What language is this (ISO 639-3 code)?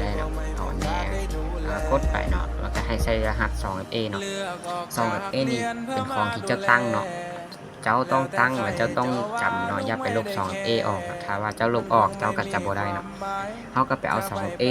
lao